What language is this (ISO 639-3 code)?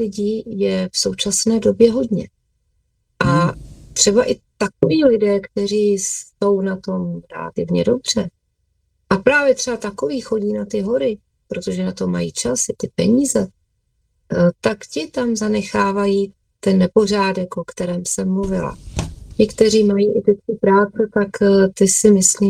ces